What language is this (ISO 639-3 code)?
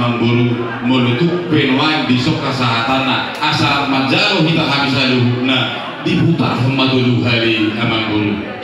bbc